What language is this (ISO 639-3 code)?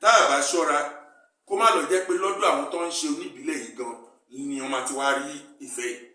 yor